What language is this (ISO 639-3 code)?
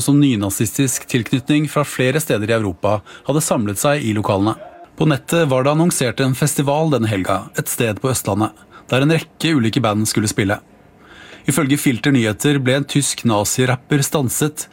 nor